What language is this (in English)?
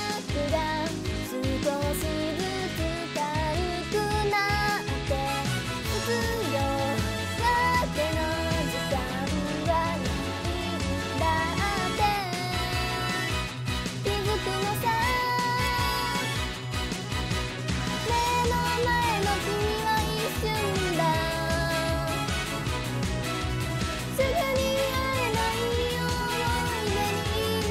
Japanese